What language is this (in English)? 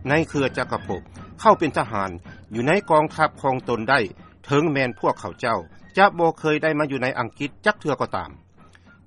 Lao